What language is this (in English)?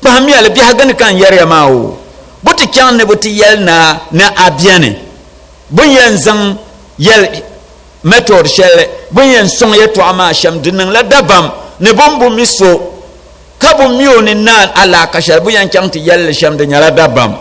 Dagbani